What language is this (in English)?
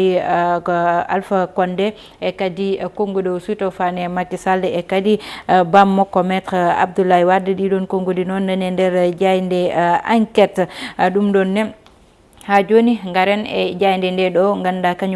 Fula